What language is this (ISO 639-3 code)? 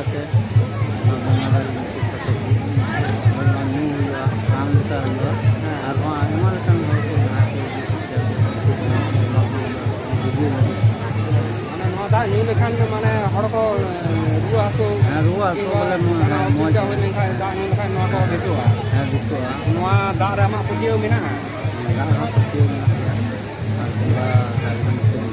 sat